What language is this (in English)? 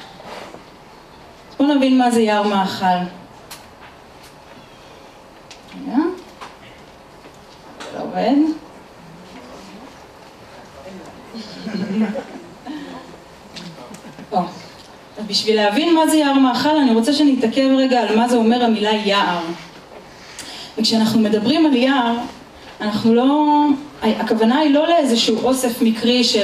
Hebrew